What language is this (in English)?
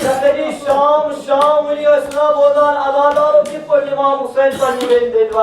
Kashmiri